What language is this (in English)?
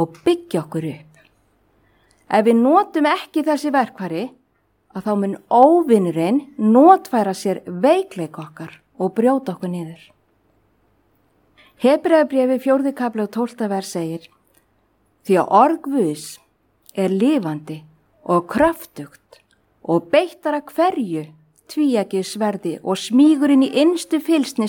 Icelandic